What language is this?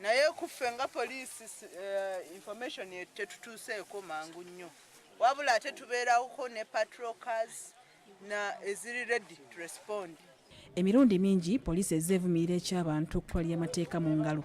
Ganda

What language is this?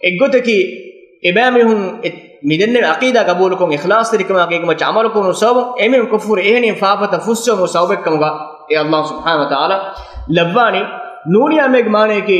Divehi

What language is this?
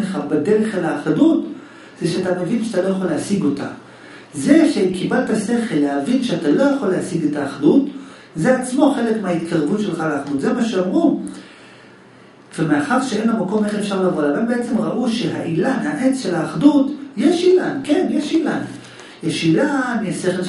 Hebrew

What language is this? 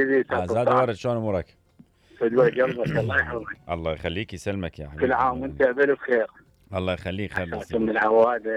Mesopotamian Arabic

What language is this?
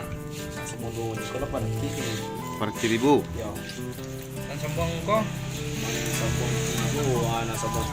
Minangkabau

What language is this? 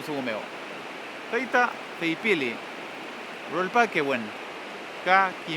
Mapuche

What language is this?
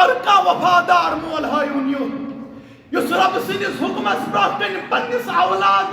Kashmiri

